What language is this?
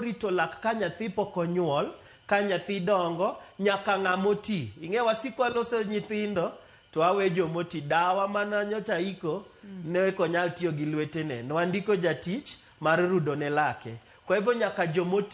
Luo (Kenya and Tanzania)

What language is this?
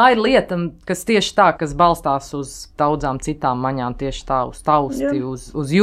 Latvian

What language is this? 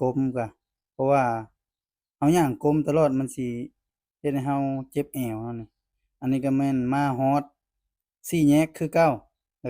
Lao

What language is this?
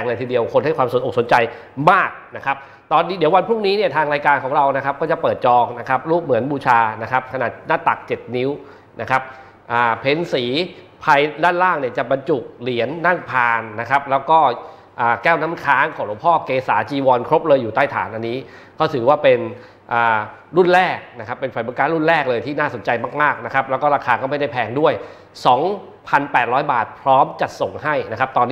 Thai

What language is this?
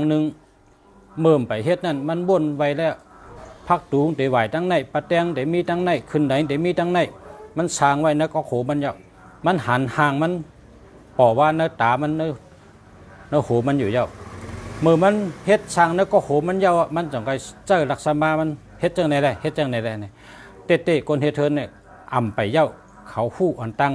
Shan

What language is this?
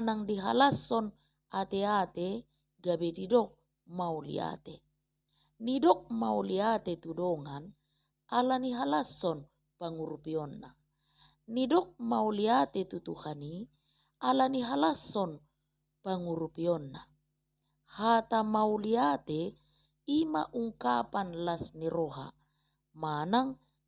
Batak Toba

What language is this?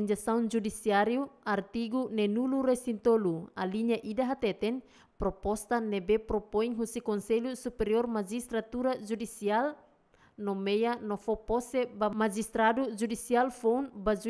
Tetum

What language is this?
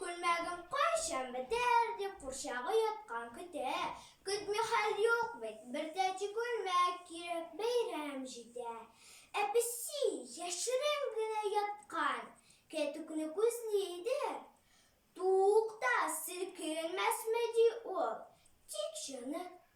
Tatar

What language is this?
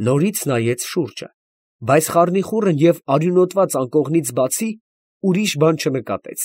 Armenian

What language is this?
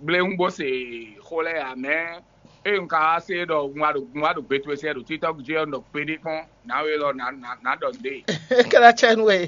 Fon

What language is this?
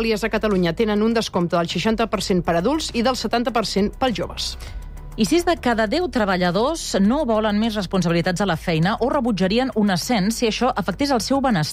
Catalan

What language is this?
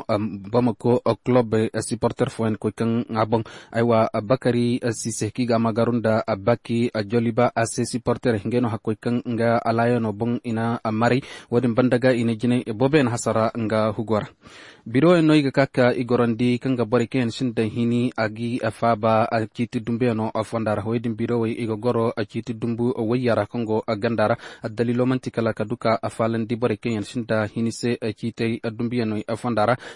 Koyraboro Senni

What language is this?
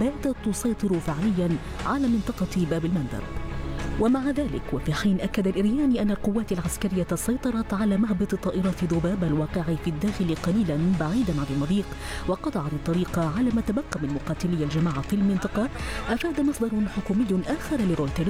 Arabic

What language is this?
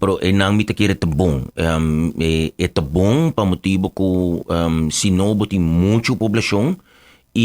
Papiamento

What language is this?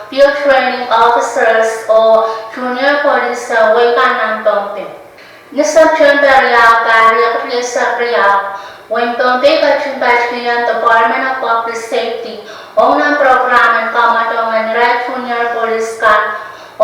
Pohnpeian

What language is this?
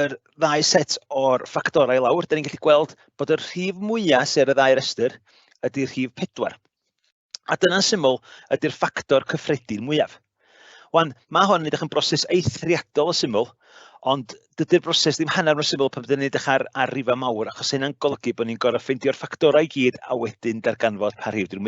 Welsh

